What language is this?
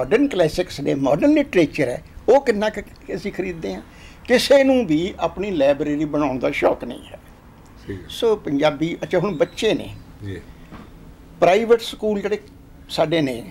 Punjabi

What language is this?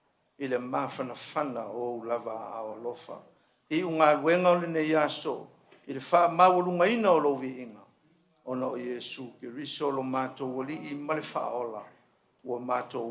Samoan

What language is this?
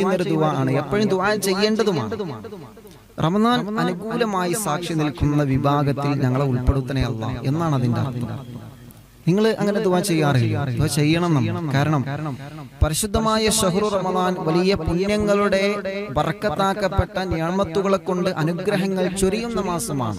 Malayalam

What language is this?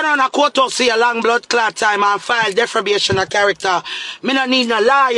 Jamaican Creole English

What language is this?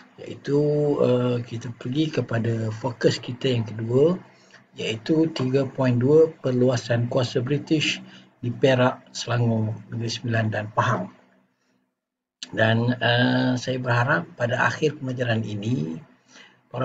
Malay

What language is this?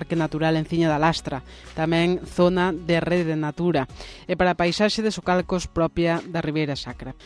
Galician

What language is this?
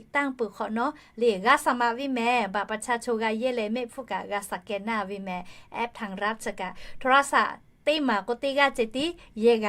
Lahu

